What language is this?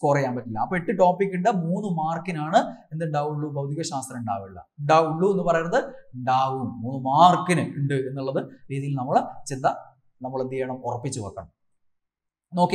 Malayalam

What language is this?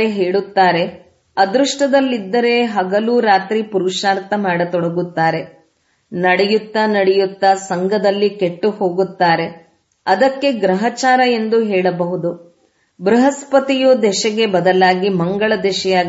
Kannada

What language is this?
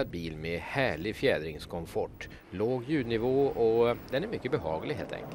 Swedish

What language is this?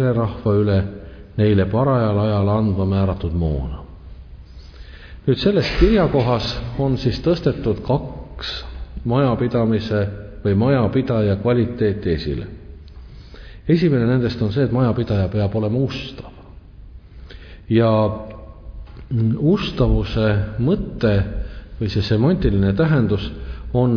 Estonian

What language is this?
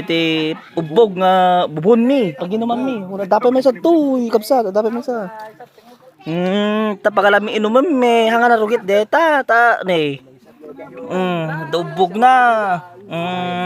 Iloko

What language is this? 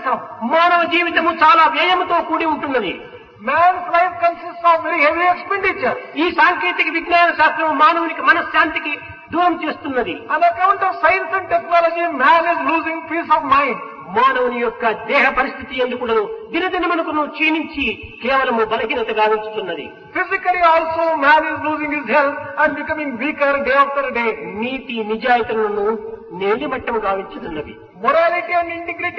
Telugu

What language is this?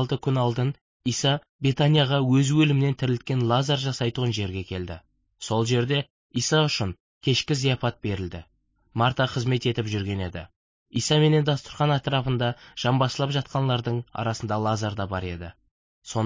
Kara-Kalpak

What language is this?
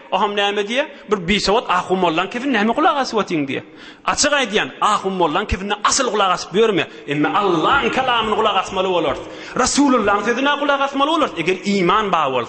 Turkmen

